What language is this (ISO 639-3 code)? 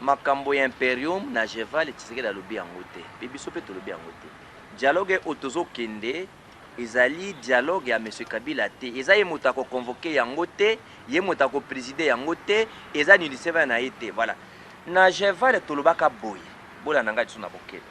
lin